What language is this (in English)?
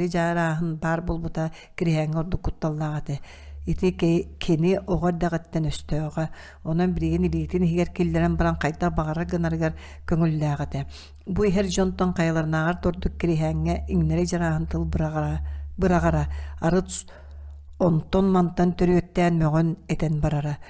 Yakut